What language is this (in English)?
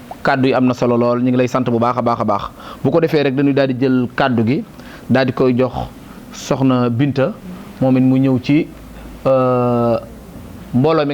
Wolof